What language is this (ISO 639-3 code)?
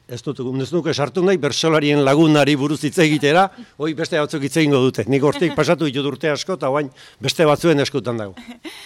eus